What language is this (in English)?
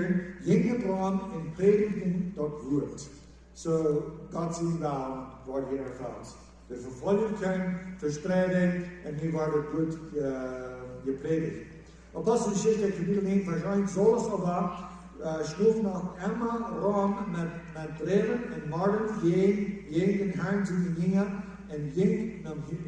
Plautdietsch